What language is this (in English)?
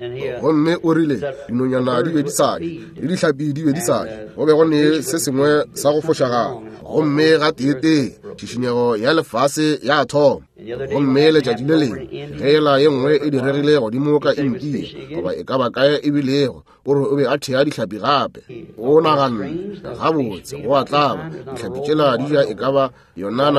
Northern Sotho